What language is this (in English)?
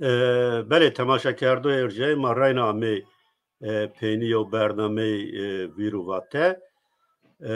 Zaza